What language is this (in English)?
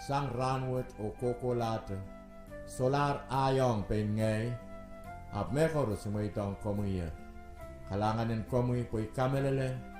Pohnpeian